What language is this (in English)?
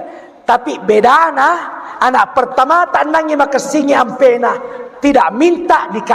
Buginese